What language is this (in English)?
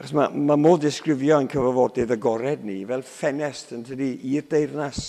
Welsh